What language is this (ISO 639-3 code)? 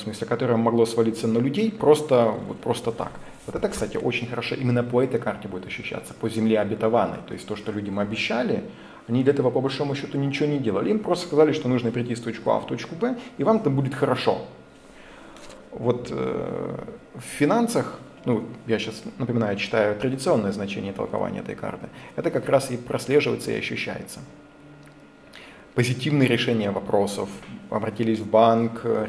rus